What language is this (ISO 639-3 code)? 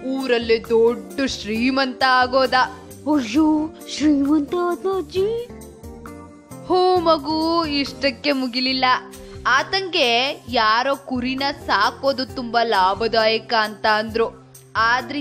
kan